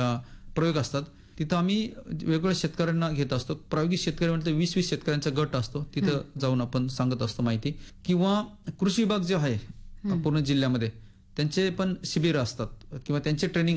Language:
Marathi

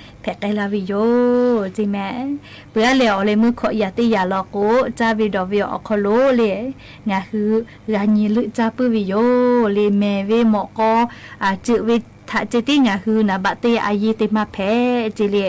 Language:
Lahu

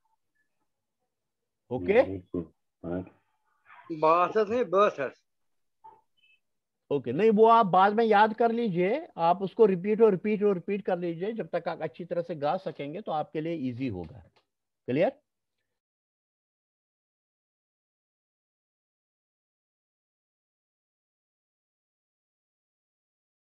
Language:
Hindi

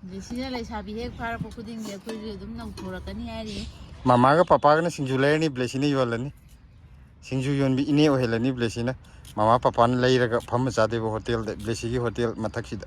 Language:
Manipuri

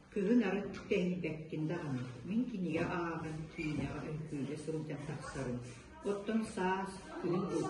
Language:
Yakut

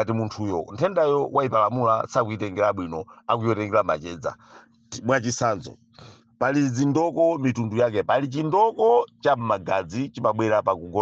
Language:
Nyanja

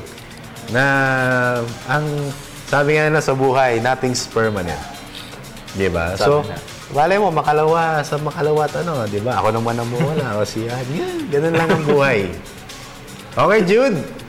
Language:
Filipino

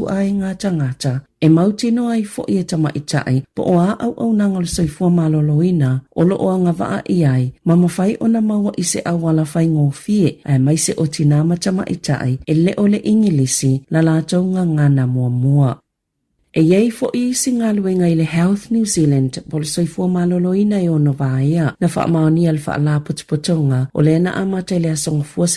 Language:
Samoan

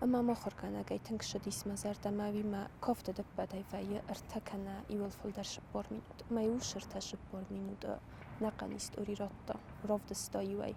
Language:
Ossetic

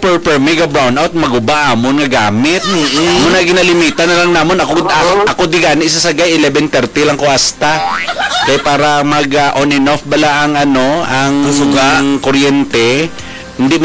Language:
Hiligaynon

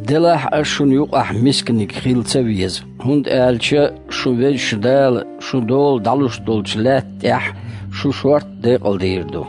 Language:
Chechen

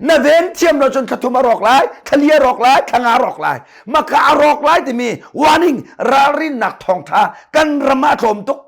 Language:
Hakha Chin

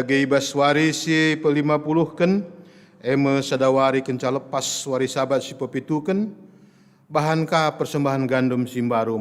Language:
Batak Karo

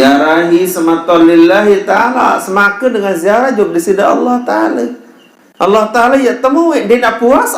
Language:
Sasak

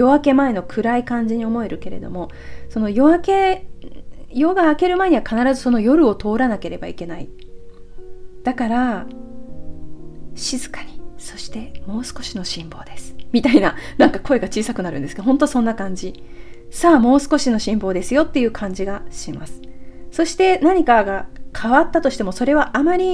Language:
Japanese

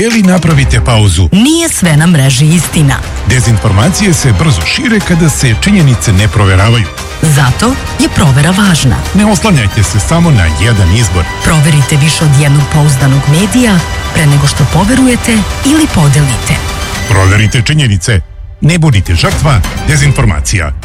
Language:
Serbian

